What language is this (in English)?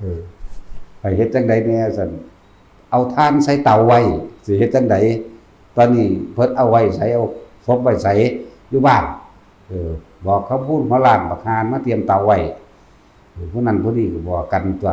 Northeastern Thai